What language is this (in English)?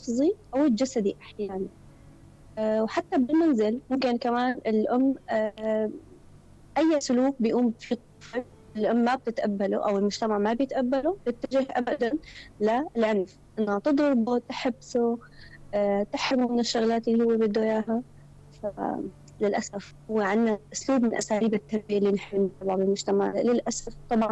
North Levantine Arabic